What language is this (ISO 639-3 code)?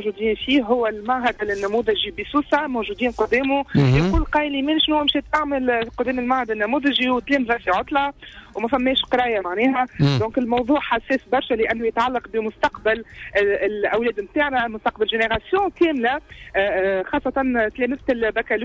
aeb